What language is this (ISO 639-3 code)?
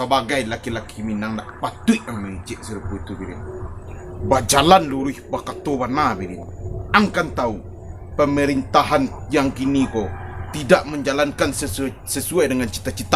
min